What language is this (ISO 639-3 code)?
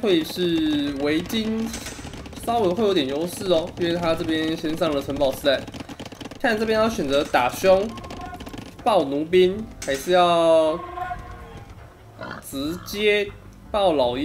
zho